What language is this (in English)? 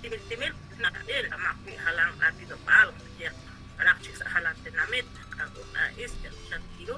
Kekchí